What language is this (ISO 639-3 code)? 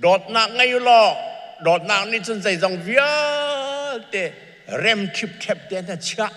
cnh